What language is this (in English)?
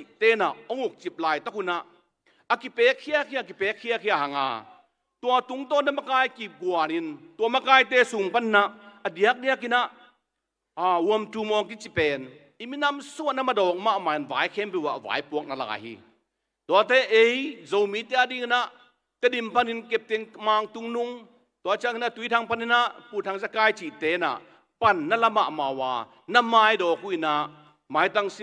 Tedim Chin